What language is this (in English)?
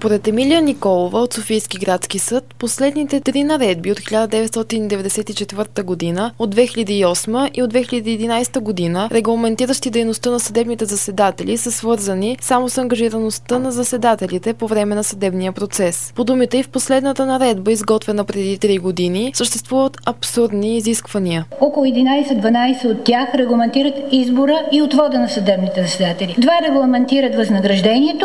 Bulgarian